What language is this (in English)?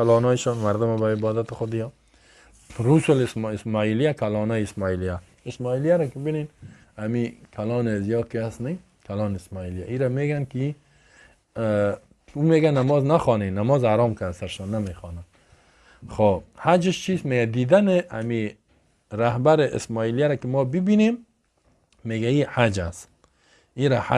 Persian